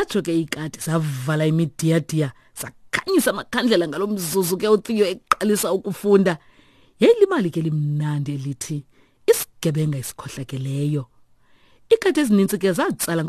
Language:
Xhosa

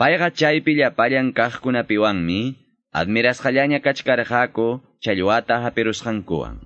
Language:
Quechua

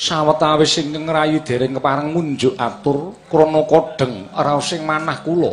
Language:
Javanese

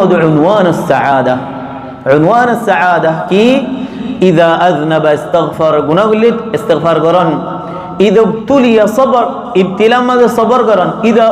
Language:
Rohingya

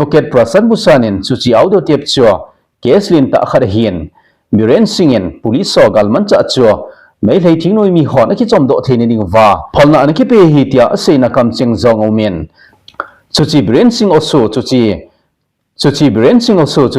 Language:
Thado Chin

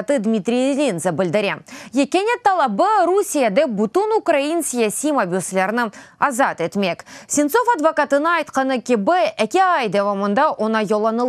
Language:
Crimean Tatar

